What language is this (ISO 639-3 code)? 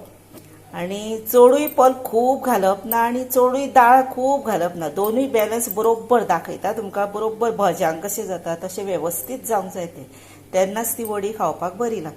kok